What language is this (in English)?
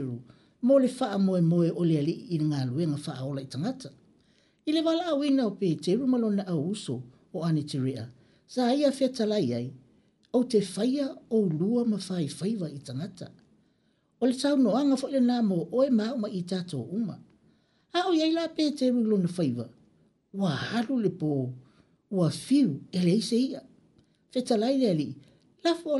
Samoan